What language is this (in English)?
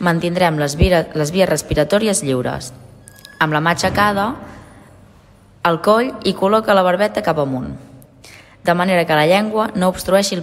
Catalan